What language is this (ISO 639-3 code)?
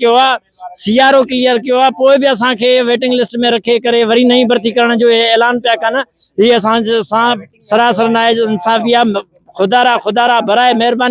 snd